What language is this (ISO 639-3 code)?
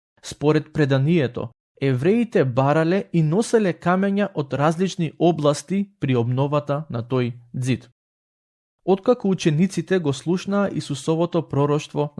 mkd